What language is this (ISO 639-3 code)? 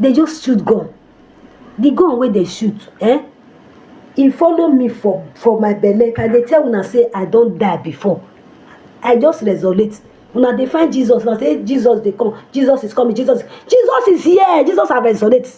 pcm